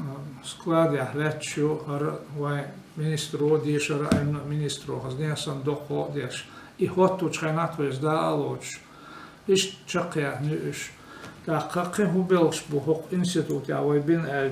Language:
Chechen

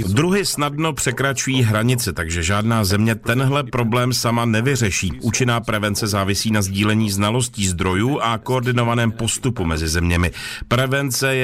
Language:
Czech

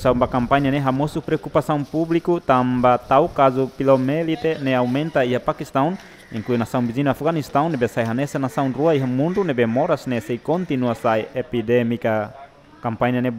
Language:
Tetum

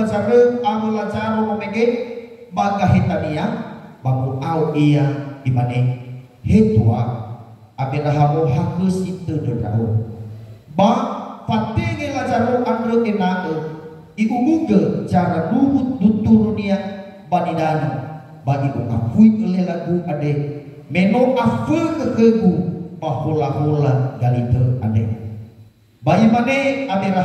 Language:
Nias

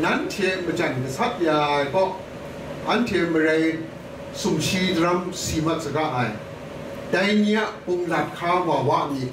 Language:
Kachin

